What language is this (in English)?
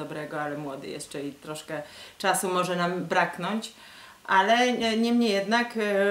Polish